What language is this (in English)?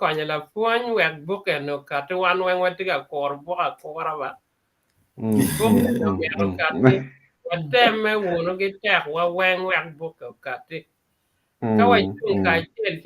Acoli